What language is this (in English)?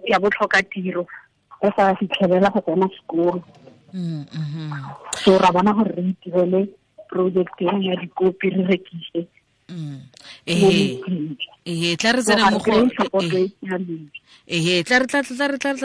Tswana